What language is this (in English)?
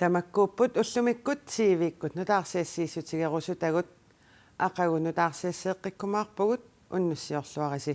Kalaallisut